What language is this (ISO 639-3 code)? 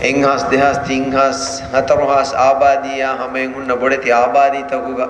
div